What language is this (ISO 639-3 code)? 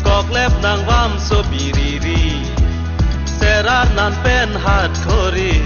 mjw